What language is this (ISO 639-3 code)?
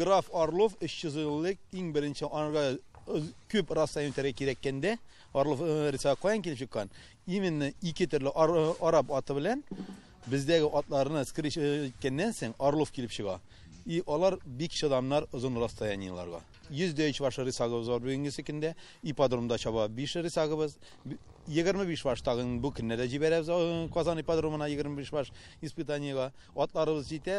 tat